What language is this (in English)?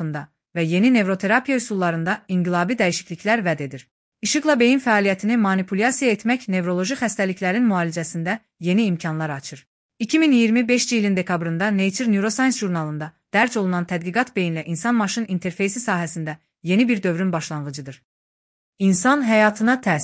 Azerbaijani